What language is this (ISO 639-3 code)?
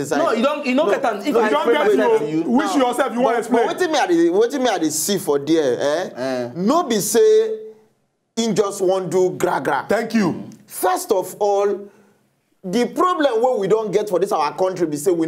pcm